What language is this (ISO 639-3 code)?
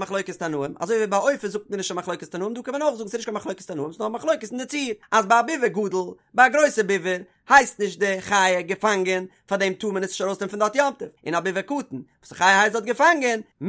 yid